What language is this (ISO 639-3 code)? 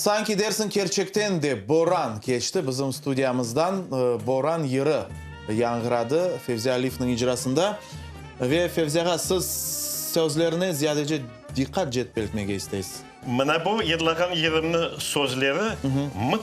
crh